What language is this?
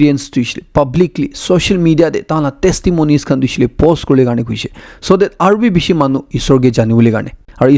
Naga Pidgin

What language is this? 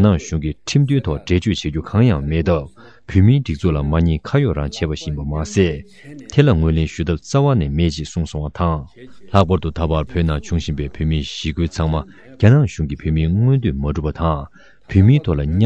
Tibetan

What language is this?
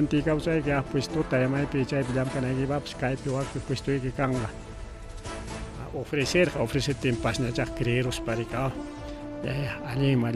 Ayacucho Quechua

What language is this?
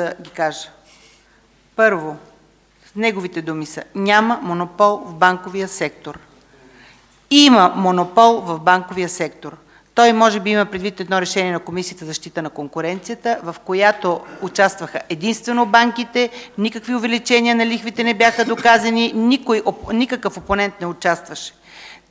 Bulgarian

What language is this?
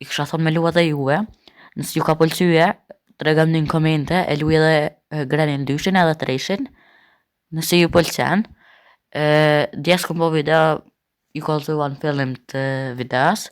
Albanian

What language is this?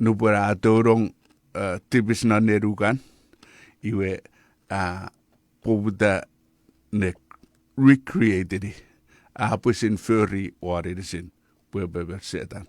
Chuukese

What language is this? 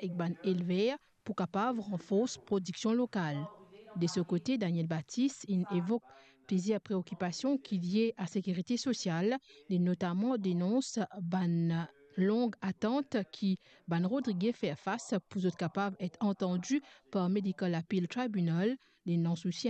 Morisyen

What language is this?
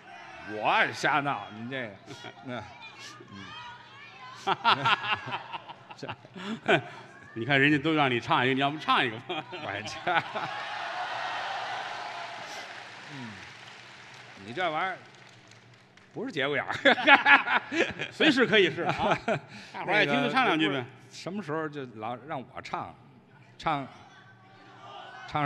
Chinese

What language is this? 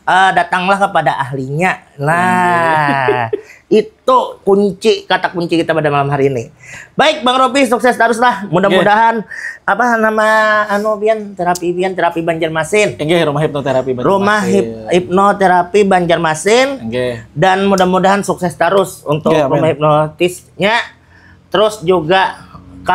Banjar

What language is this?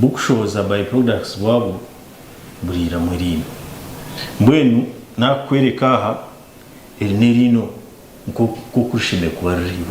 Nyankole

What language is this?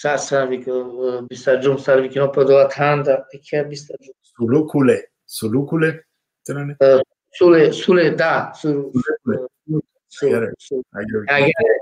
Balkan Romani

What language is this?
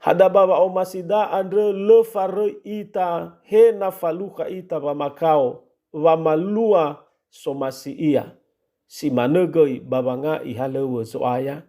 Nias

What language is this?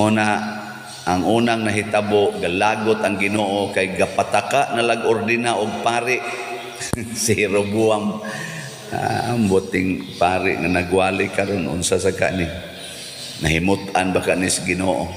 Cebuano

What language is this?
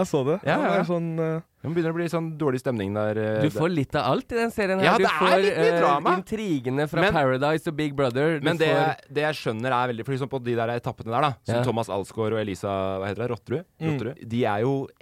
Norwegian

